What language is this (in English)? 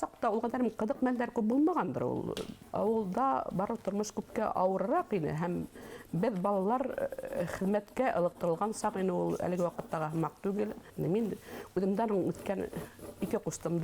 Bashkir